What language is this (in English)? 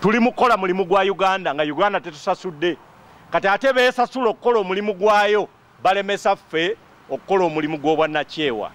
Ganda